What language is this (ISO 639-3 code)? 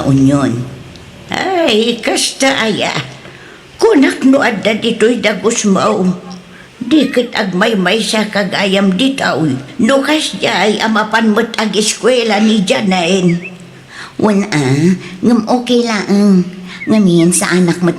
ilo